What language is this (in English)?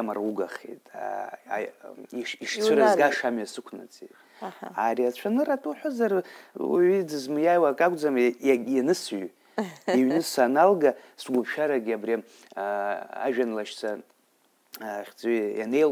Abkhazian